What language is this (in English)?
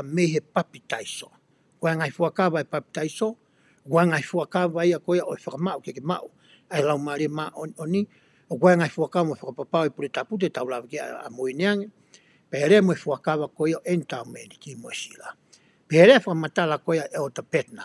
Tongan